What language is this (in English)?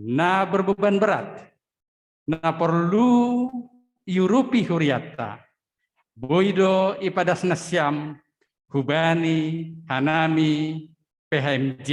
Batak Simalungun